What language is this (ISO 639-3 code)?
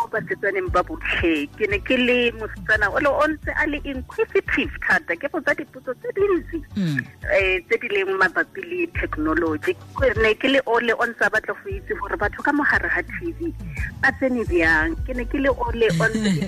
tsn